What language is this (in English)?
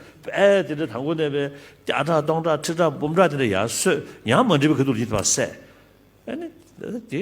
Tibetan